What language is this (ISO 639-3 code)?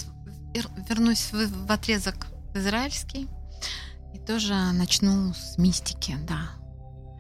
rus